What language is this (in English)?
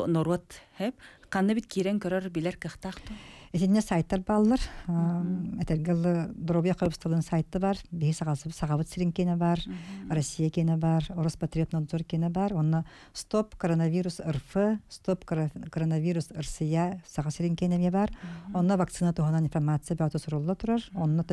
Yakut